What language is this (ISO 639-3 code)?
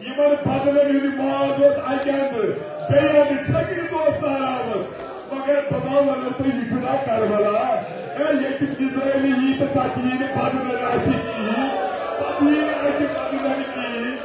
kas